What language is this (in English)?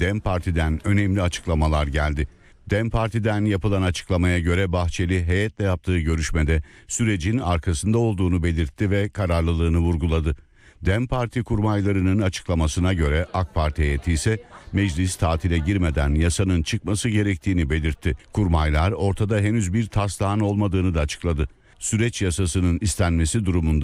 Turkish